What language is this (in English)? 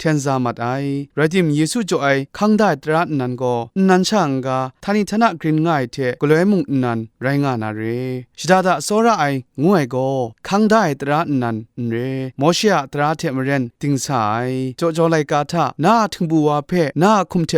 Kachin